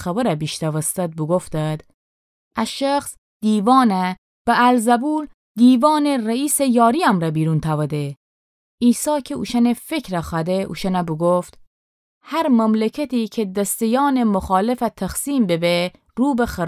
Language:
Gilaki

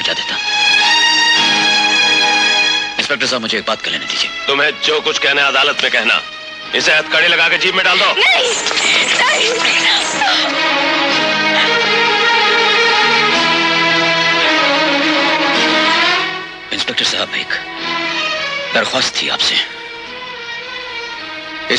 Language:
Hindi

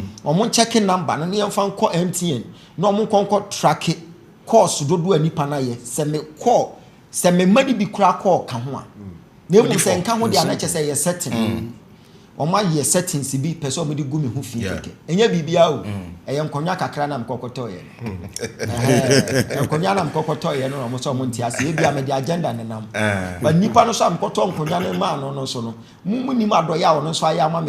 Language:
Akan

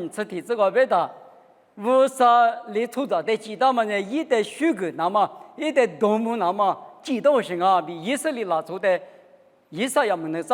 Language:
Lisu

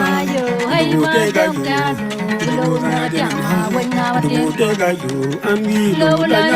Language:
Acoli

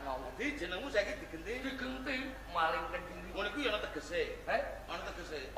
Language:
Javanese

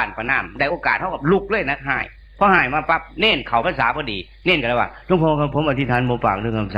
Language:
Northeastern Thai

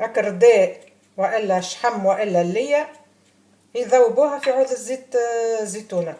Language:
Tunisian Arabic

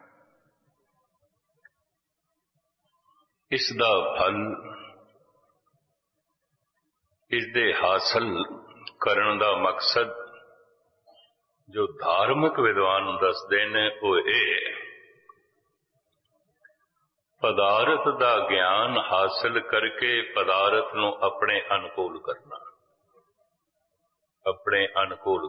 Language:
Punjabi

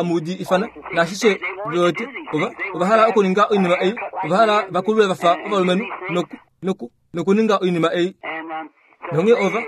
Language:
Kuanyama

